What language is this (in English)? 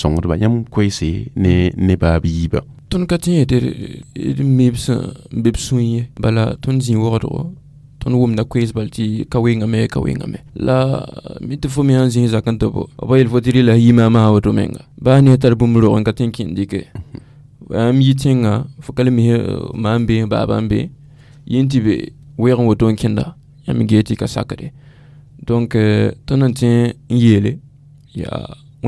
Mossi